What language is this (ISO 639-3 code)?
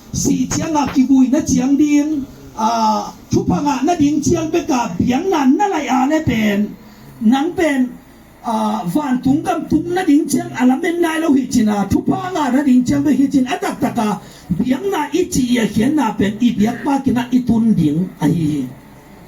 ctd